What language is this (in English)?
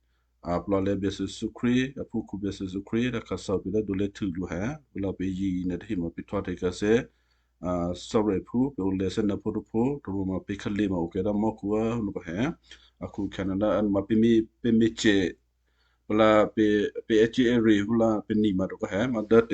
Western Kayah